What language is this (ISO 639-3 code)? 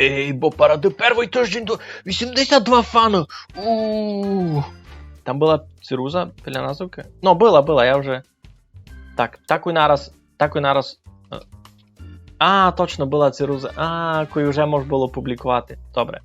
rue